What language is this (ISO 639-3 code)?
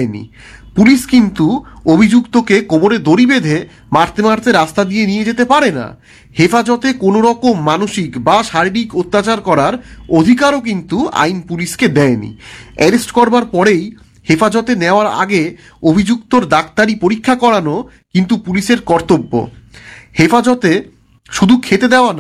ben